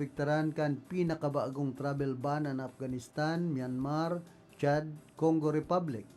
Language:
Bikol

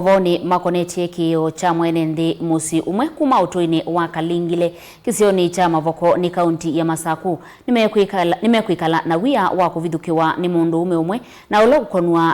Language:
Kamba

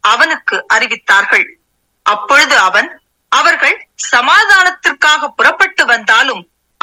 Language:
Tamil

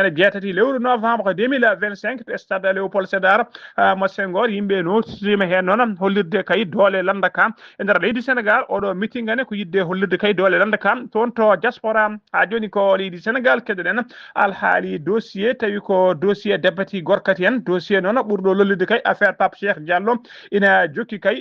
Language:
Fula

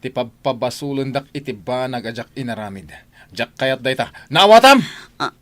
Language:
Iloko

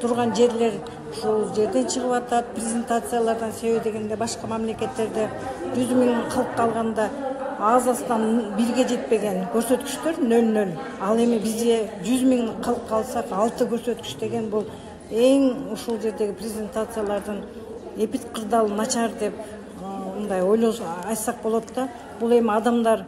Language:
Kyrgyz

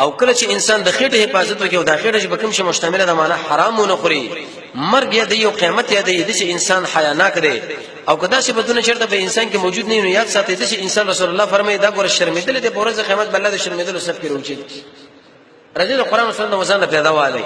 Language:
Pashto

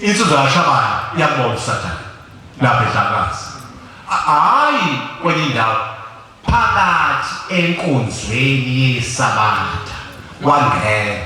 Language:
Zulu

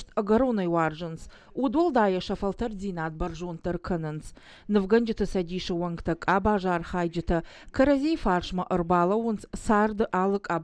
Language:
Ossetic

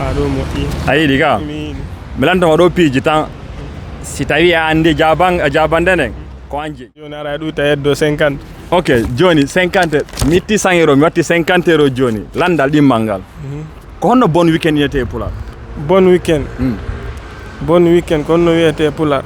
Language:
Fula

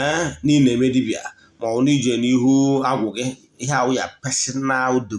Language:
Igbo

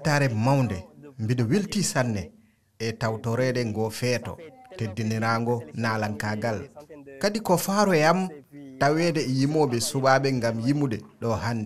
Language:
Fula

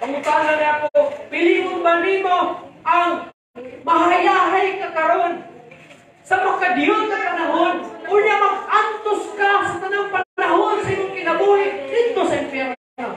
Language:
Cebuano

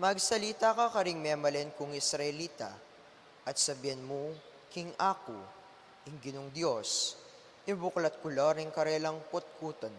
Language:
Pampanga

